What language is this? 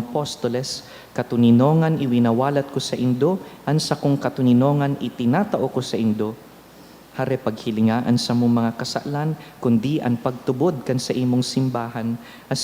Bikol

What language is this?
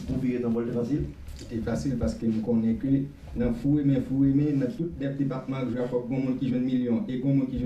Haitian Creole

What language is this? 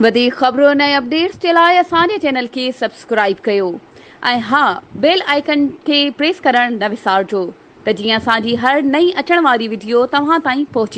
Sindhi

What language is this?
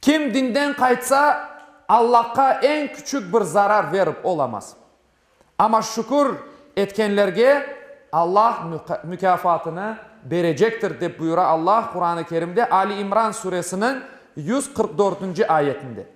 Crimean Tatar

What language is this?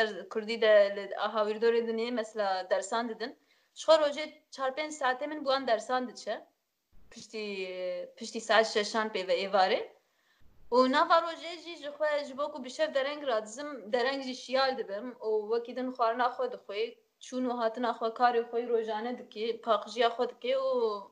Kurdish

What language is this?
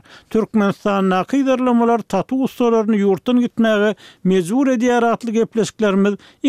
Turkmen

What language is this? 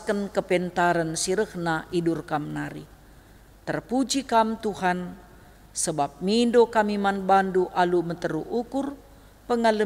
Batak Karo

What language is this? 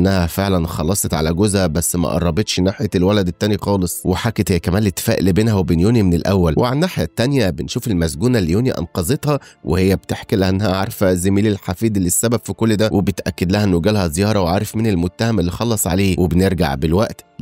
Egyptian Arabic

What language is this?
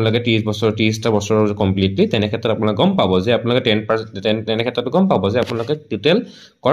Assamese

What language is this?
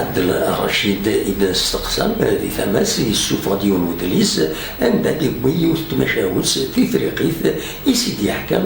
Kabyle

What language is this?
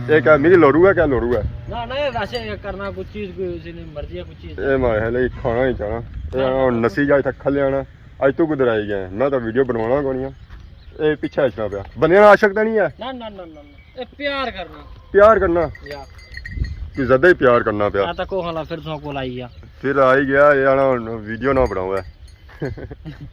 Pahari-Potwari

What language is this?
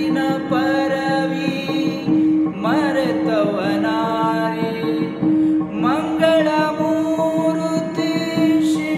Kannada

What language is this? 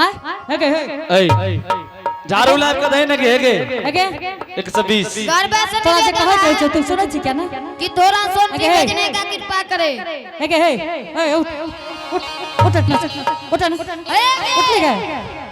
Angika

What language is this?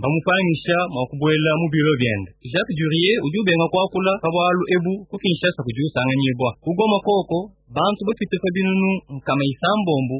Luba-Lulua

